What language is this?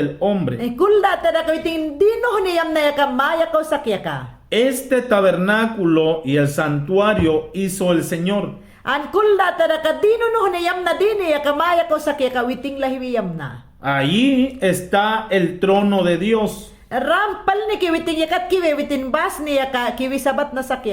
Mayangna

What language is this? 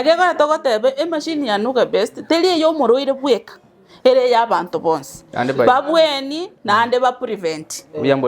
Gusii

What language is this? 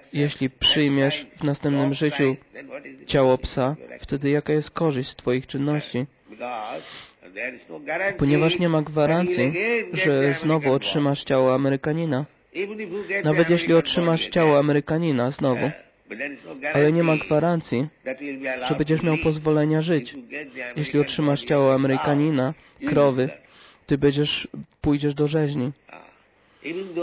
Polish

